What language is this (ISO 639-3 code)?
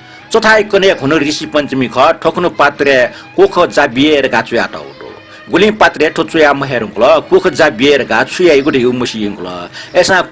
new